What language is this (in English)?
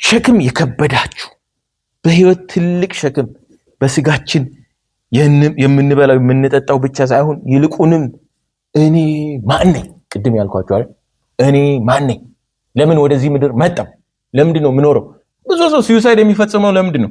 Amharic